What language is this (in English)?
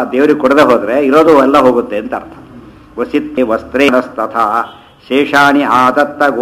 Kannada